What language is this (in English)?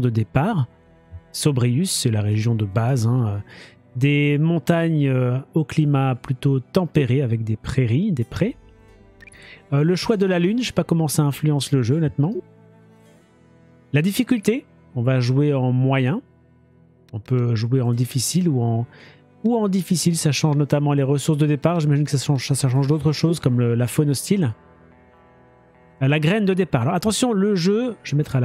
French